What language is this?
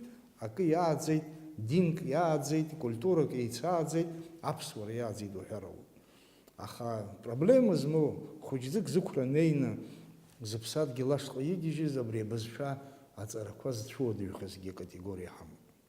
Abkhazian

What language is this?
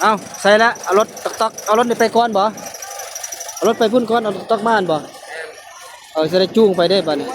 Northeastern Thai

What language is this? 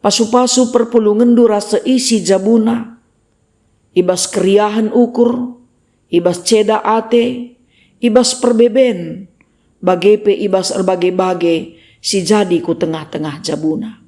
Batak Karo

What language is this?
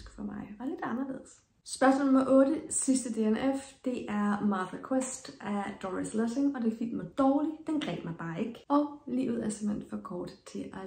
Danish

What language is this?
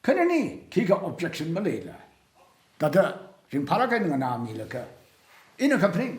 Tangkhul Naga (India)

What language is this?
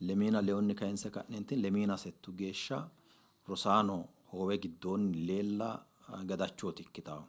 Sidamo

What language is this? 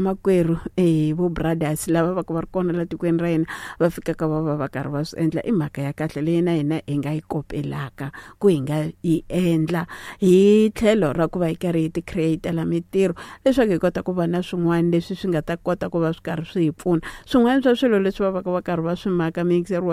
Tsonga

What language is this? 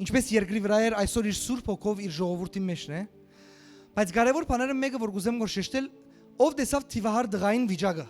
Western Armenian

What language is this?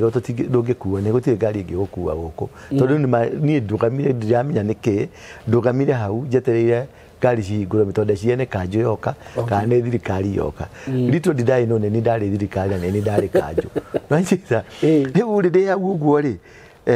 Kikuyu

